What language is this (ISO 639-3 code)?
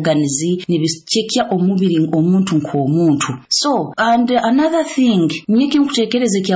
nyo